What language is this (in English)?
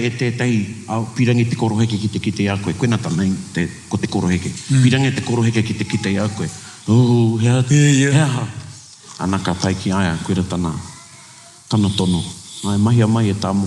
Māori